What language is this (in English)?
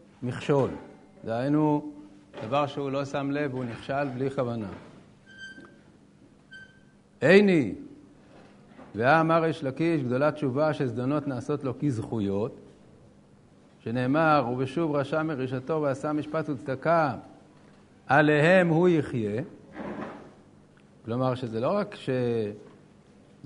Hebrew